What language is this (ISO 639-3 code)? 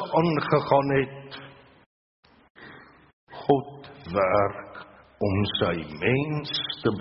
afr